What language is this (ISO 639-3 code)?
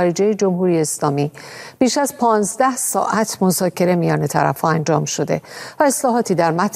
fas